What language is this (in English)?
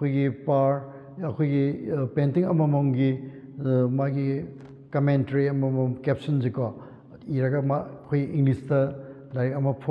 Manipuri